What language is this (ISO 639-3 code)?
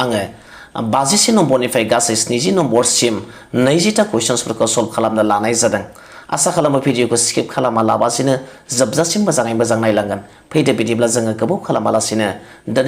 brx